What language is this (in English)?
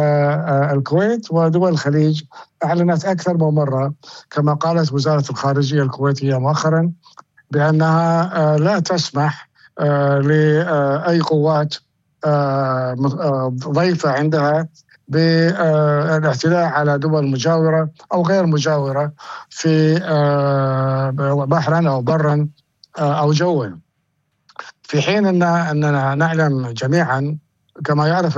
Arabic